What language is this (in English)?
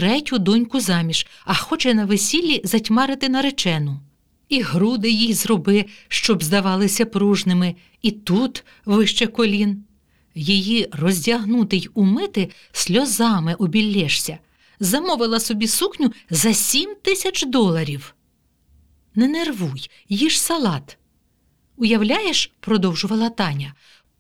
Ukrainian